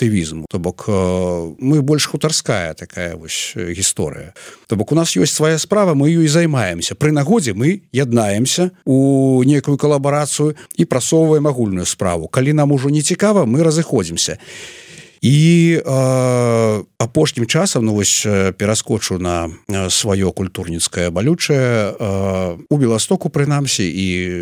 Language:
Belarusian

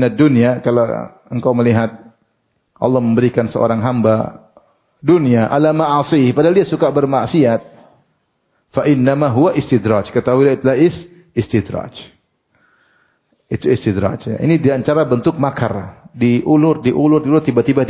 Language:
Indonesian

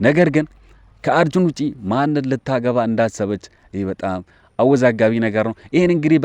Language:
Amharic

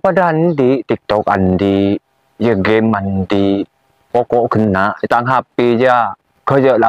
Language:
Madurese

